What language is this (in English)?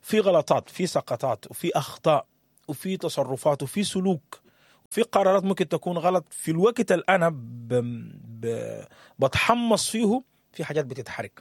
Sudanese Arabic